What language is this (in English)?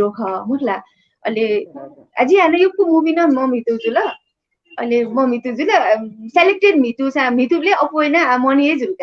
Newari